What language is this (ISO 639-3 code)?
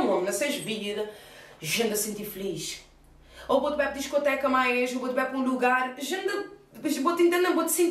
kea